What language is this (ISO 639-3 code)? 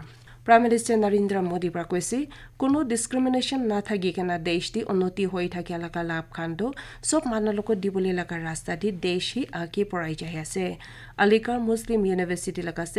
nag